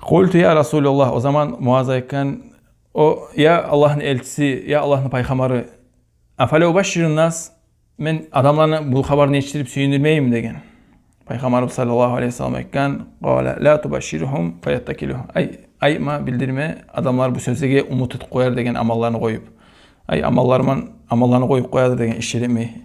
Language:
Kumyk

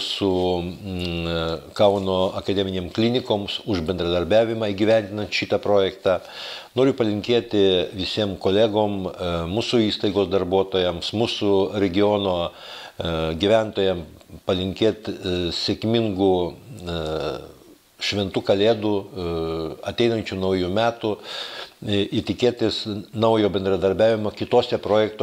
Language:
Lithuanian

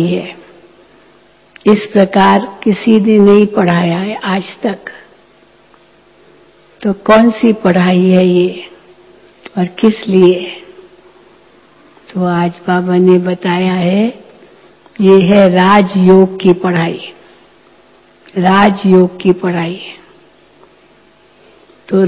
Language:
Hindi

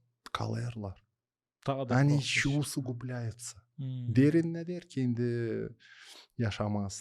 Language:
Gagauz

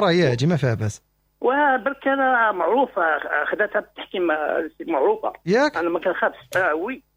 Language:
Moroccan Arabic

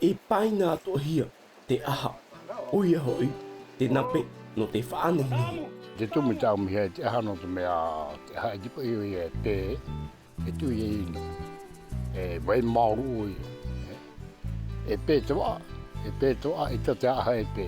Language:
Tahitian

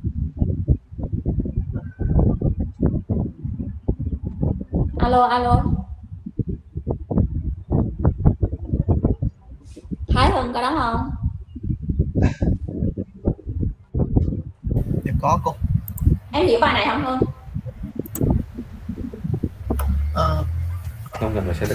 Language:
Vietnamese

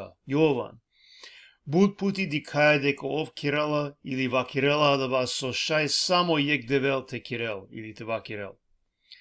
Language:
Balkan Romani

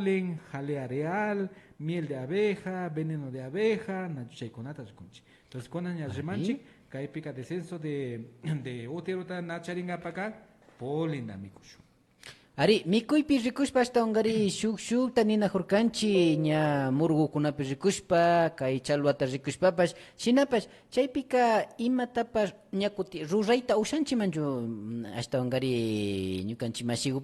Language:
Imbabura Highland Quichua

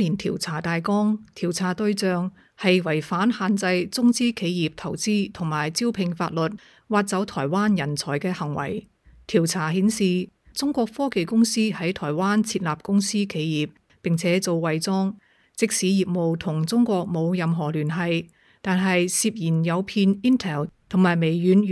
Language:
Cantonese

